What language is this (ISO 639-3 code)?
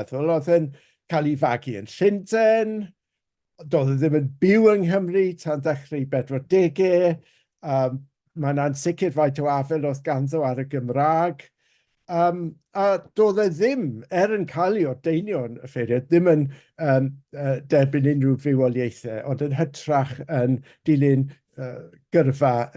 cym